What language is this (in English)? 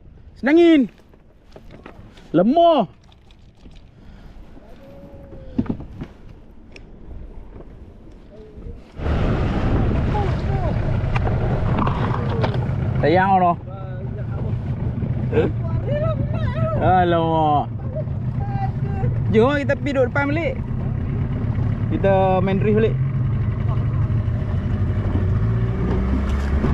Malay